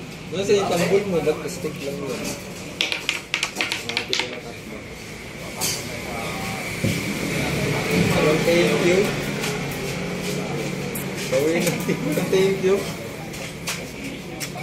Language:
Filipino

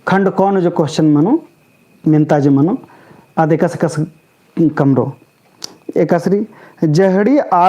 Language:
Kurukh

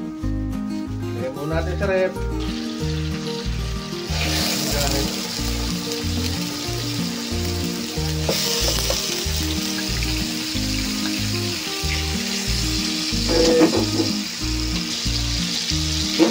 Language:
Filipino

